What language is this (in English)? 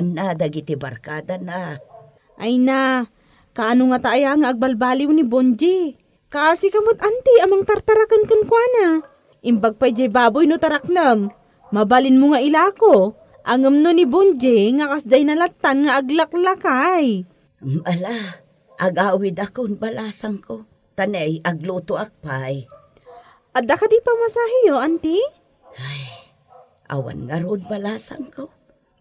Iloko